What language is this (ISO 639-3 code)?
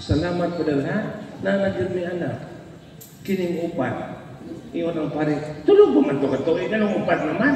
ceb